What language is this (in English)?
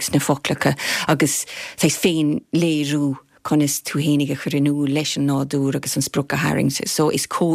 Irish